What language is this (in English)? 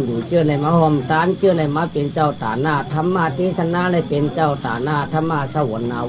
Shan